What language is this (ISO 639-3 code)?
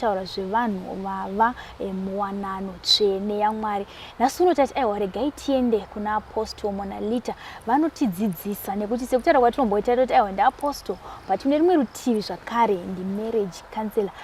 sna